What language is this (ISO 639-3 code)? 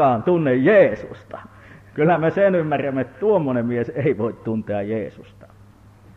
fin